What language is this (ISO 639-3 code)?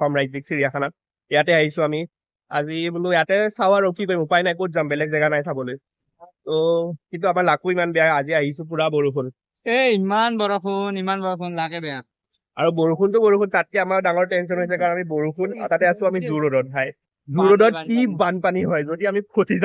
asm